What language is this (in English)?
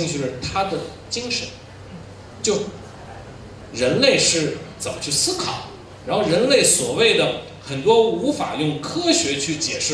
Chinese